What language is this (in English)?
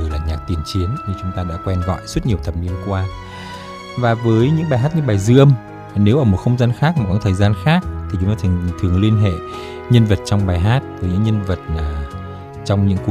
Vietnamese